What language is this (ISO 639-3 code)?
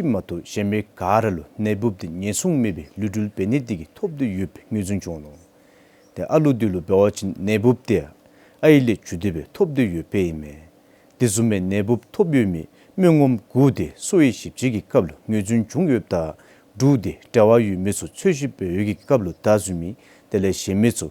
dzo